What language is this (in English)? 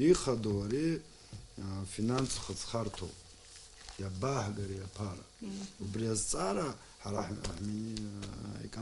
Abkhazian